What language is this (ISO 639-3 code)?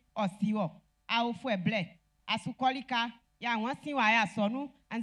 bci